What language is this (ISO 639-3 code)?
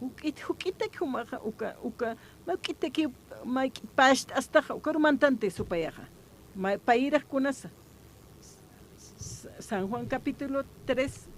aym